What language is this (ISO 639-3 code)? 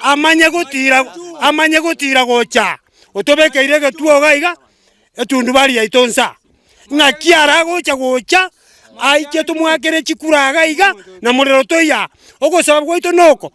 guz